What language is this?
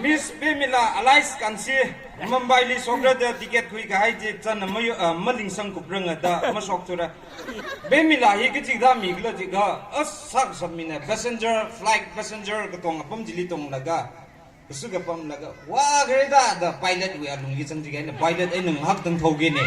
Tangkhul Naga (India)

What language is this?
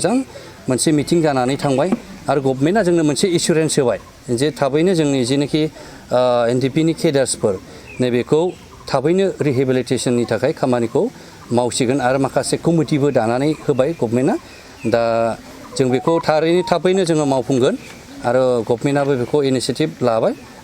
Bodo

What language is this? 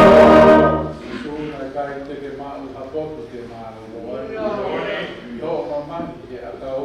Tongan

